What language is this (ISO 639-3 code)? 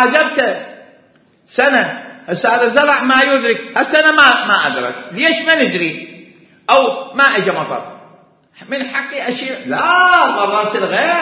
acm